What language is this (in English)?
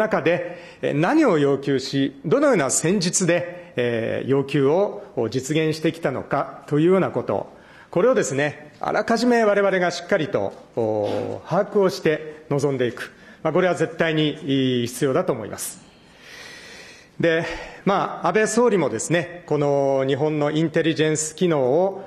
Japanese